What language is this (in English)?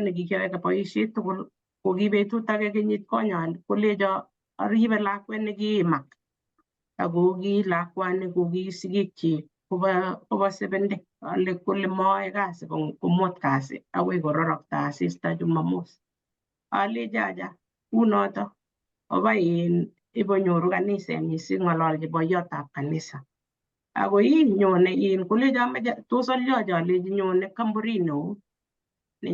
Kalenjin